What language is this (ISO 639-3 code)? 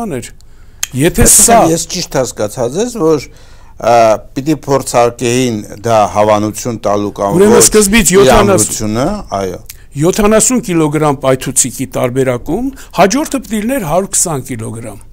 hye